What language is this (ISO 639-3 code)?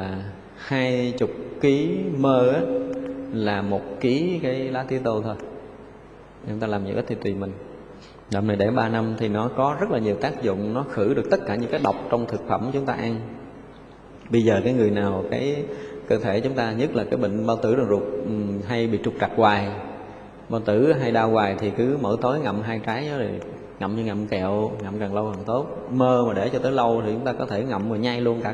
vie